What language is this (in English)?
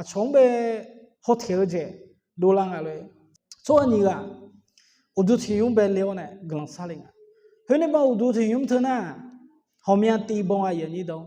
Akha